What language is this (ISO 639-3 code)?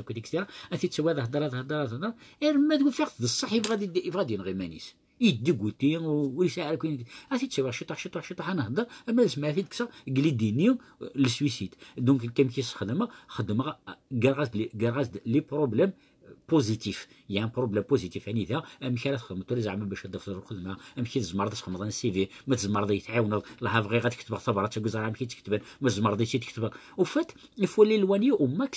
kab